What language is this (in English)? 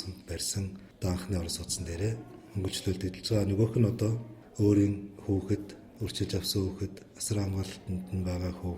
Mongolian